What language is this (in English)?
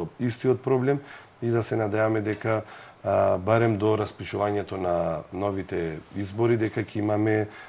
Macedonian